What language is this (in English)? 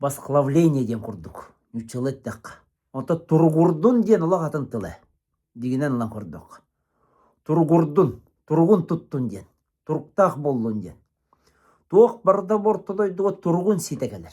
Yakut